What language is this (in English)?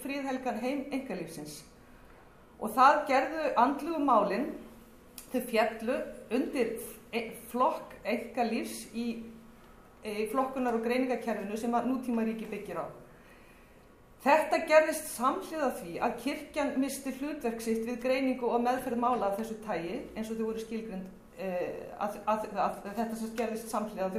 Icelandic